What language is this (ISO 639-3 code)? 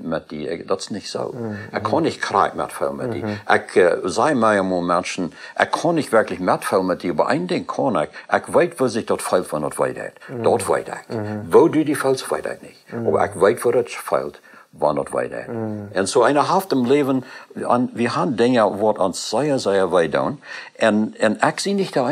pdt